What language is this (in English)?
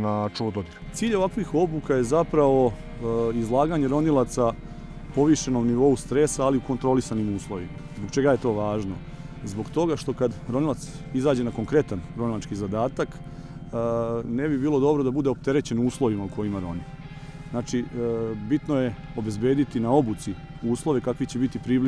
Serbian